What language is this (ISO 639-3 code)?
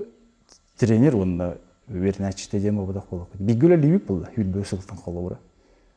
sah